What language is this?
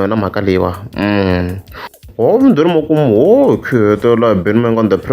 Tsonga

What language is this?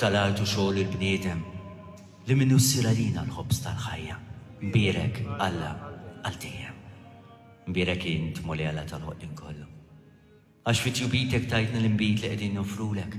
Maltese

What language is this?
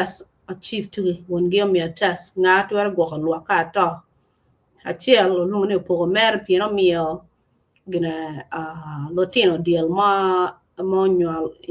Acoli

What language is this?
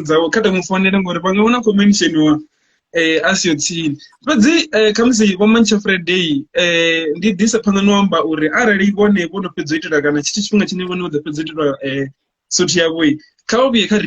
Venda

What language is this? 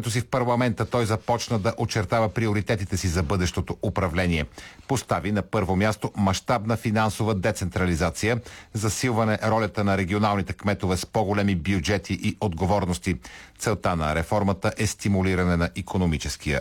Bulgarian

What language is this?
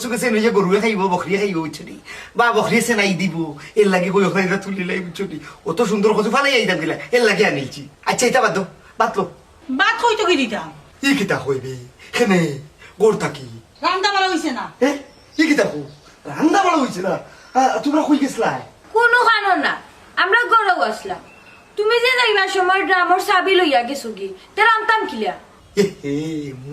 Sylheti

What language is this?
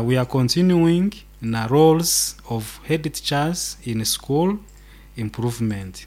Nyoro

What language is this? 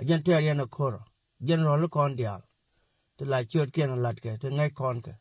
Nuer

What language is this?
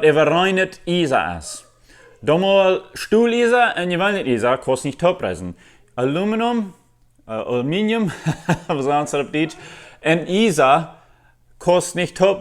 Plautdietsch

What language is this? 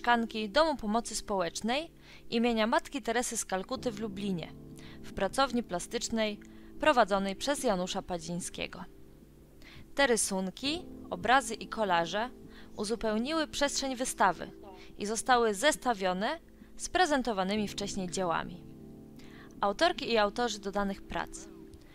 Polish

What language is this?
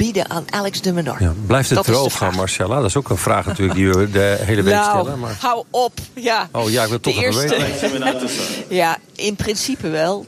Dutch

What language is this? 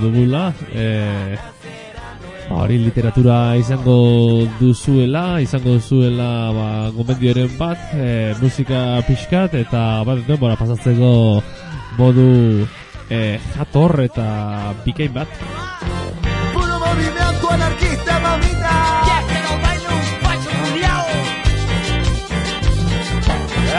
Basque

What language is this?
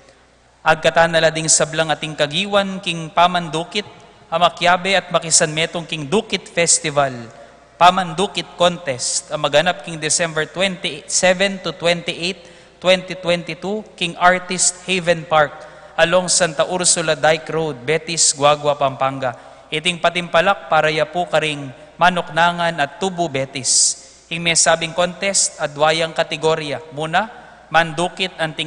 Pampanga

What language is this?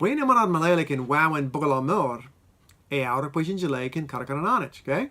Marshallese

